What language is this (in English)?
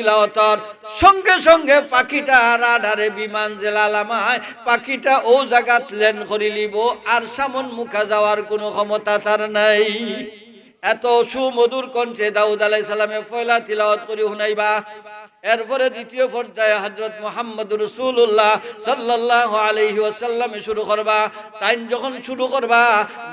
Sylheti